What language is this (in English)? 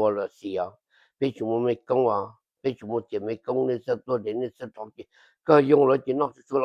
Hmong